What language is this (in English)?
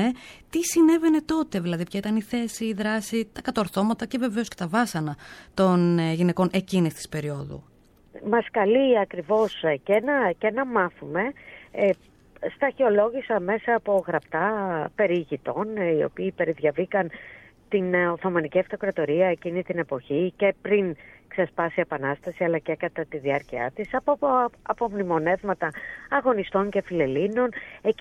Greek